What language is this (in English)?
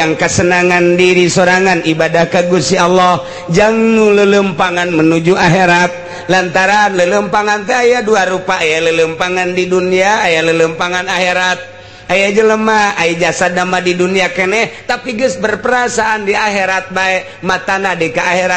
Sundanese